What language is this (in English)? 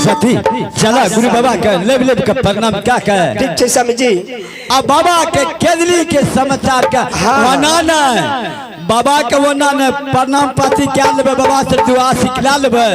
Maithili